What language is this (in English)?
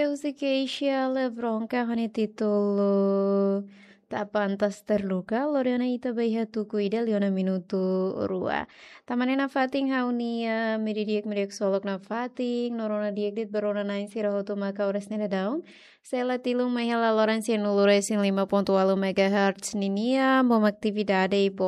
Tetum